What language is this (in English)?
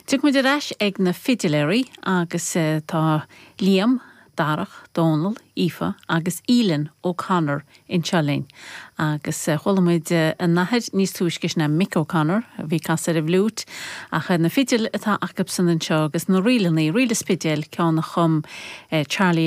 Irish